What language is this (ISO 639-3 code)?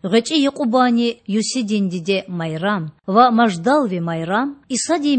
lez